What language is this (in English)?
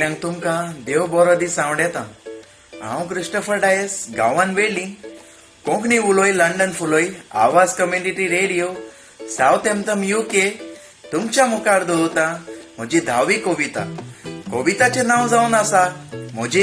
Konkani